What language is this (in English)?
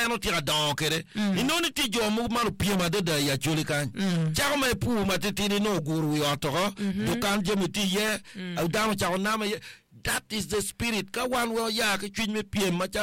Acoli